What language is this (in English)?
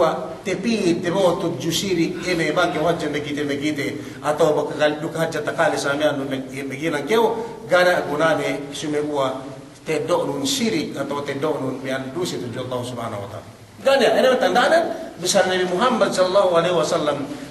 Yakan